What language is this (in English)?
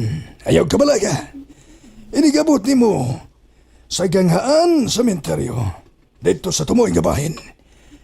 Cebuano